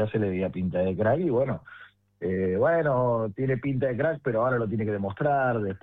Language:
Spanish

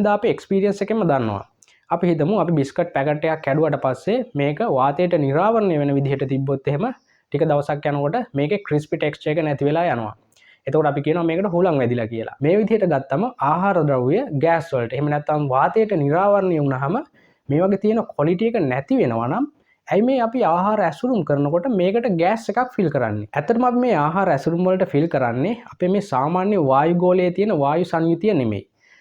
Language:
Sinhala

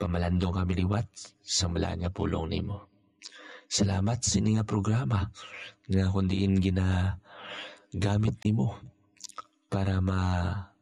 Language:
Hiligaynon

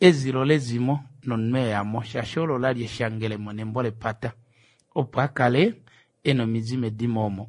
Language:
Kuanyama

